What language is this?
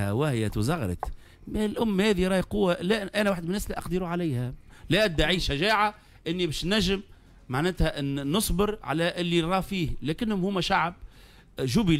Tunisian Arabic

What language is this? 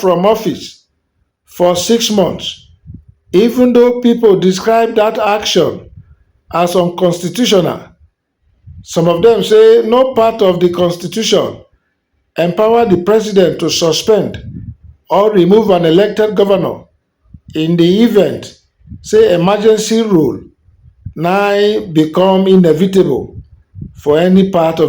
Nigerian Pidgin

